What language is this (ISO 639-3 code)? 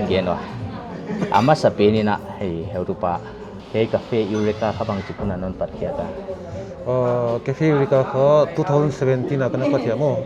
pck